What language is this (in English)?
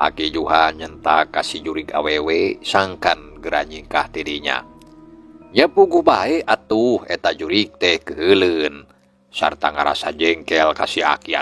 Sundanese